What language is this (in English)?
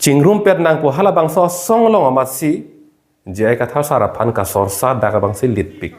Karbi